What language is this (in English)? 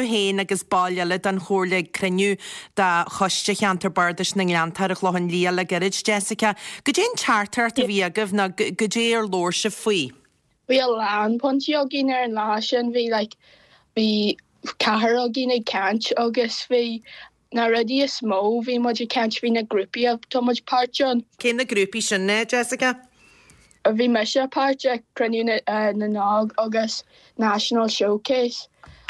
Irish